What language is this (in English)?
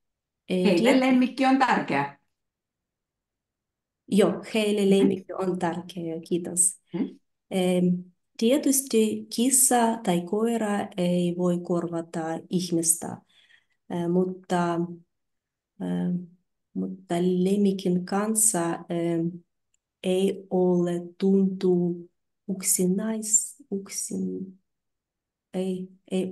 Finnish